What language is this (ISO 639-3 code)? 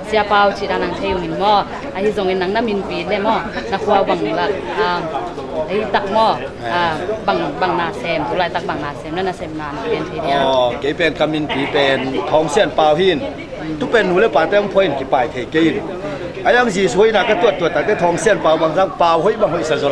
ctd